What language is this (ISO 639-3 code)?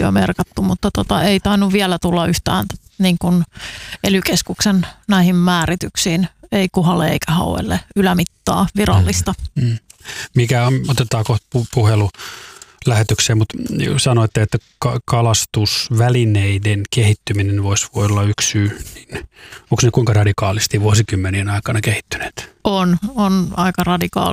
fin